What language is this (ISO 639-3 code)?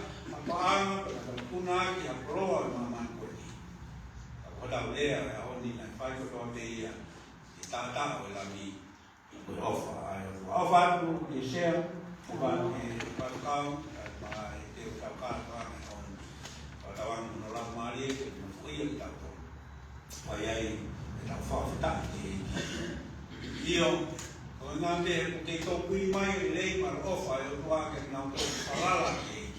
ton